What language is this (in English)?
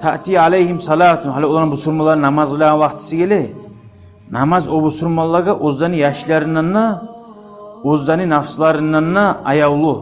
Kumyk